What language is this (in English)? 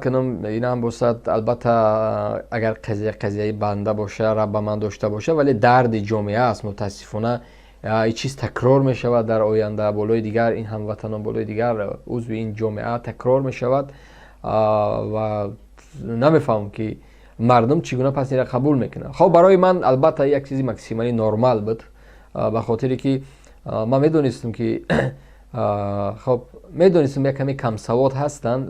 Tajik